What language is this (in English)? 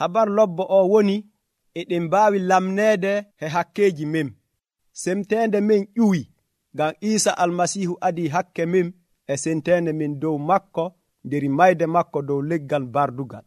Nigerian Fulfulde